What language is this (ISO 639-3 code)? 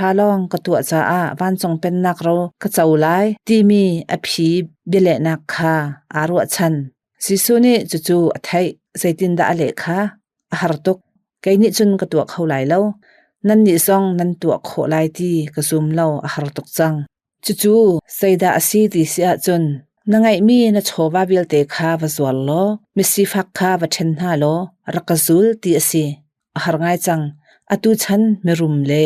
cnh